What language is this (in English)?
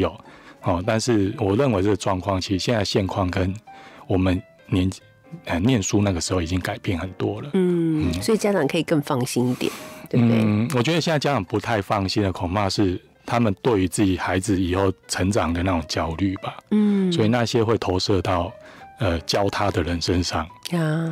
Chinese